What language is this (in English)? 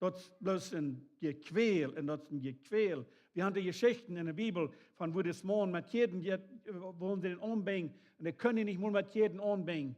Plautdietsch